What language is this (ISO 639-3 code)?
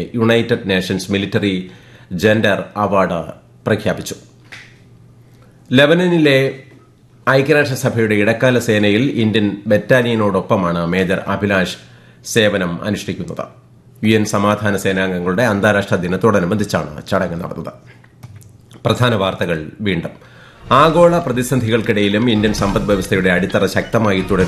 mal